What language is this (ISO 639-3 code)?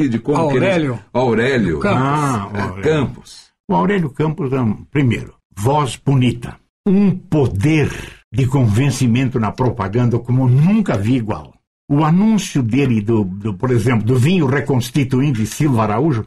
por